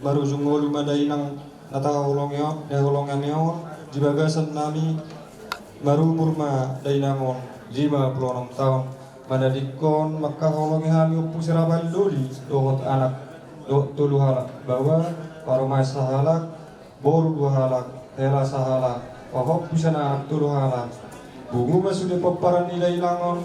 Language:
Batak Toba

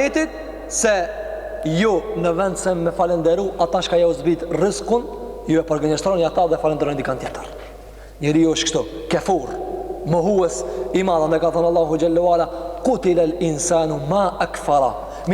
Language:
Albanian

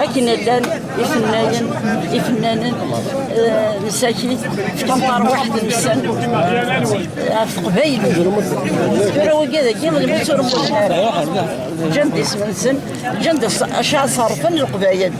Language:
Kabyle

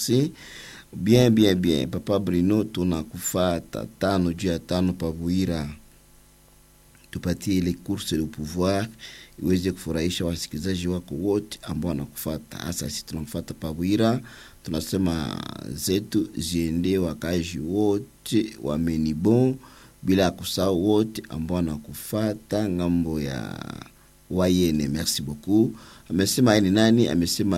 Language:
Swahili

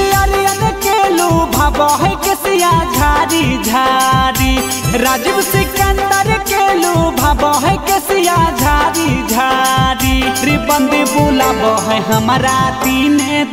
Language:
Bhojpuri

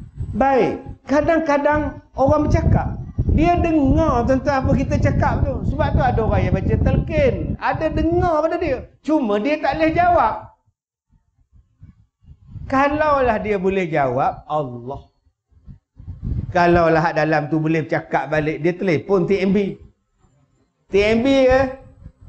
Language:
Malay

